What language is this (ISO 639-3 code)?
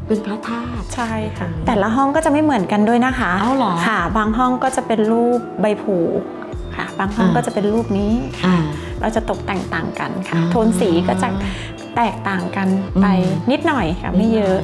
tha